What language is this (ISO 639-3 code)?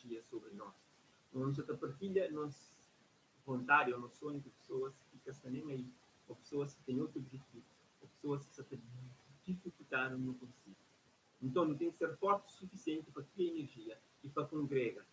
kea